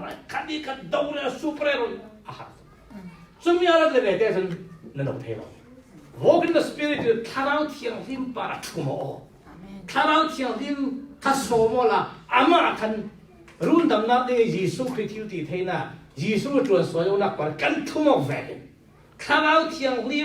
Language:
Falam Chin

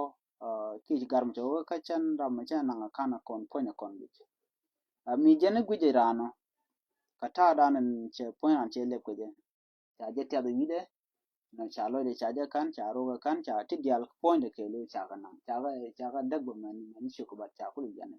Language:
Nuer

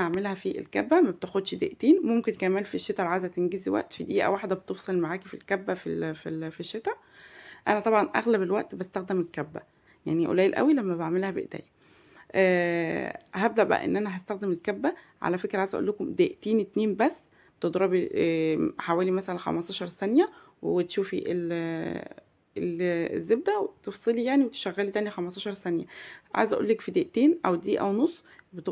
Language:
Egyptian Arabic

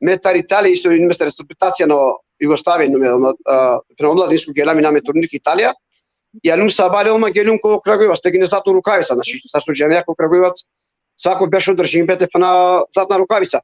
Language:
Balkan Romani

